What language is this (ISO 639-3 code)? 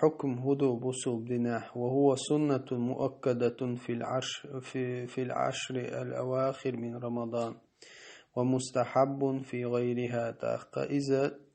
che